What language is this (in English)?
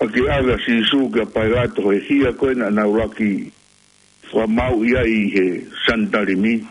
Tongan